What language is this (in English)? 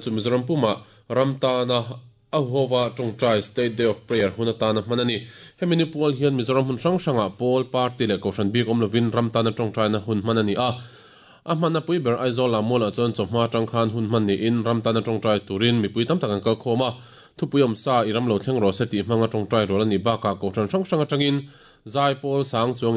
Mizo